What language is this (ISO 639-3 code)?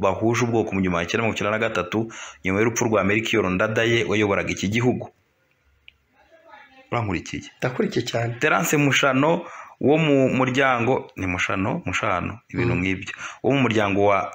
kin